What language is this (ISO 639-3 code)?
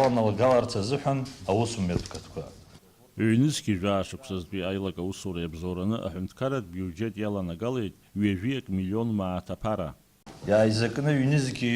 abk